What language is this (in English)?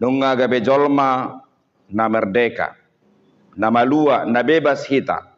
Batak Toba